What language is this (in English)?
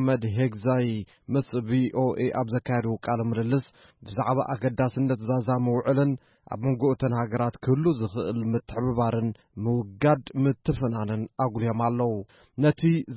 Tigrinya